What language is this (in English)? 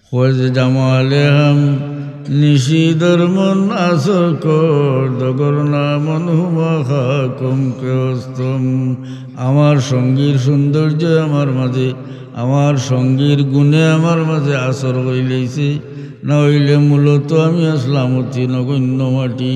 Sylheti